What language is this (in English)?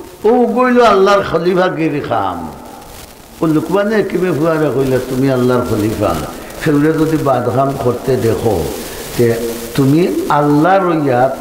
Sylheti